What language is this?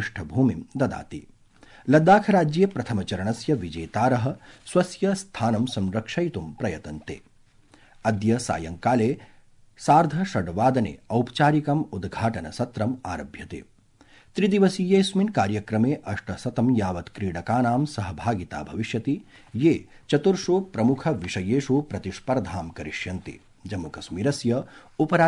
Sanskrit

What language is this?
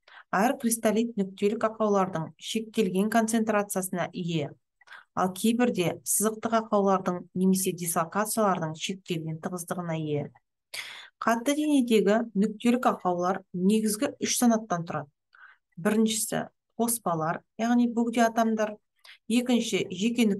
Kazakh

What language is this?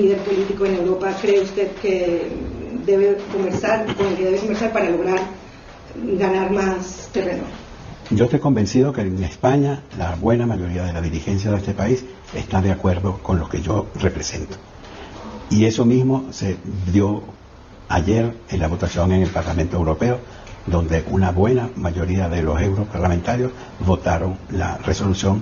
Spanish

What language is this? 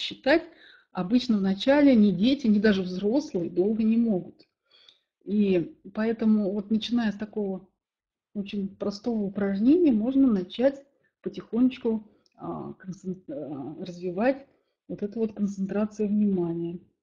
Russian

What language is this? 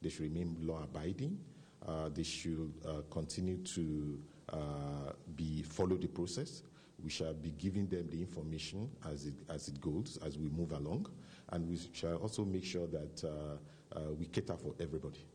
Tsonga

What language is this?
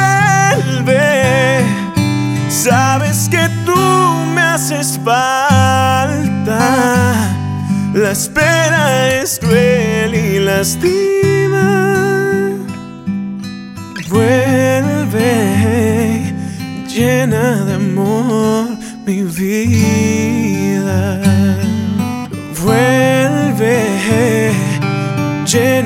Spanish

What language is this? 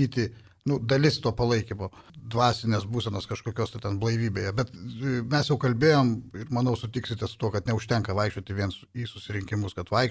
Lithuanian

